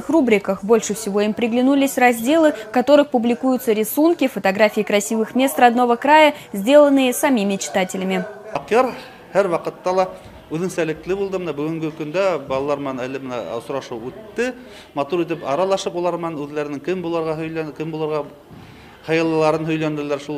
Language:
Bashkir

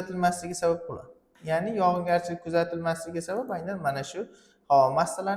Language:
Uzbek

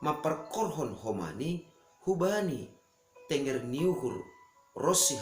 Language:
Batak Simalungun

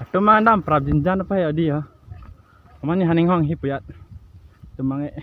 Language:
Karbi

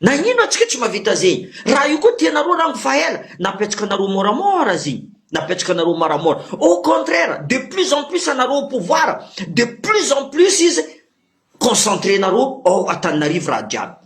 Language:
Malagasy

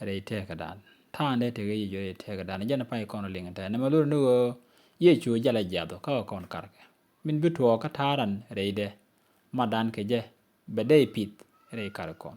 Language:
Nuer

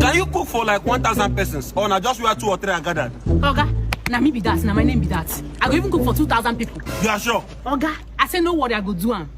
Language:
Nigerian Pidgin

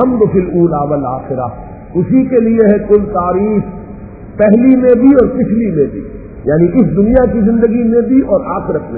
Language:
Urdu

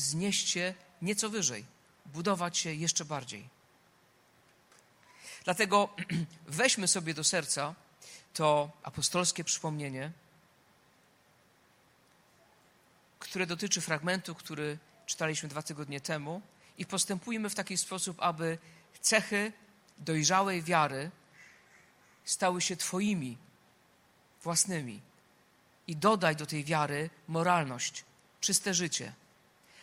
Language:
Polish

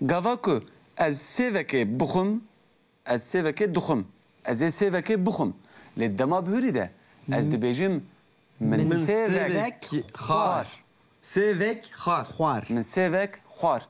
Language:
Kurdish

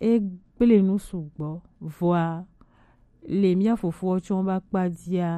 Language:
Gen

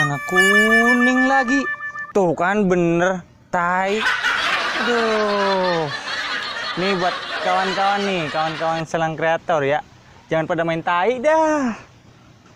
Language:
Betawi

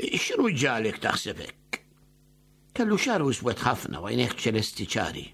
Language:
Maltese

